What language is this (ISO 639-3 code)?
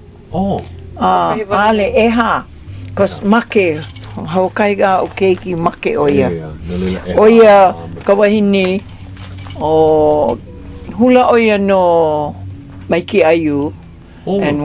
haw